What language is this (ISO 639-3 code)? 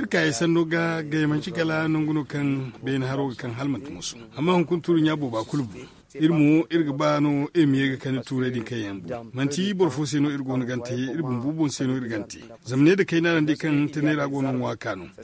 dje